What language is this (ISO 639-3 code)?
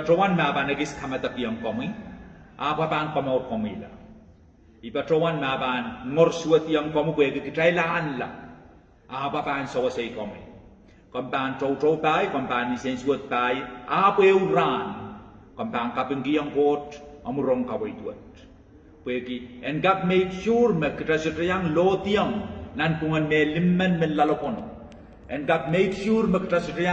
pon